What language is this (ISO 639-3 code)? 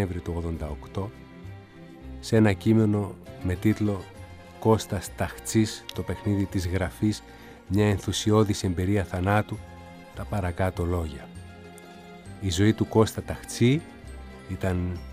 ell